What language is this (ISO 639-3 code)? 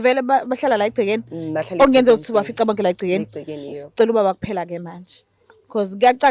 zul